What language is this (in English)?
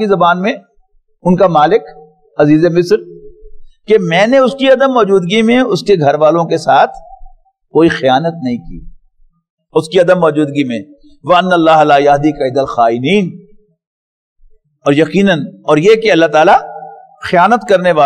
Urdu